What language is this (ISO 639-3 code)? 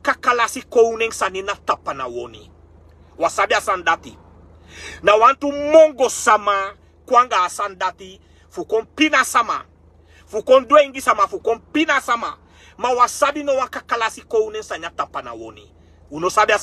srn